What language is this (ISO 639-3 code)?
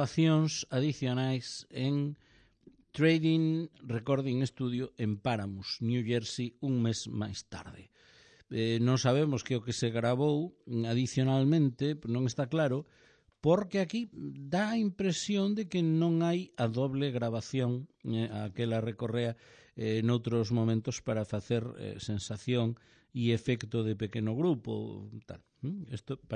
glg